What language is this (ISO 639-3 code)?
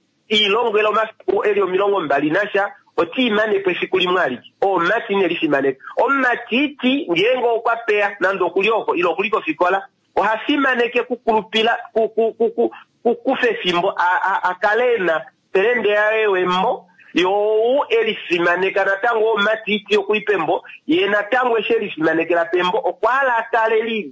kua